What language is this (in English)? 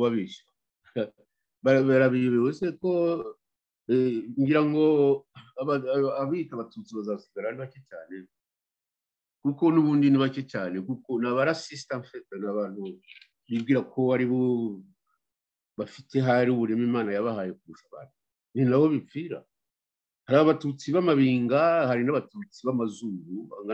Kinyarwanda